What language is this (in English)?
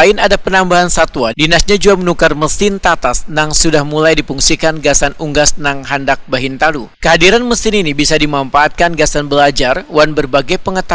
Banjar